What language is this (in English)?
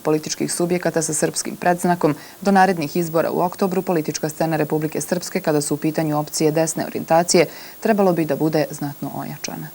Serbian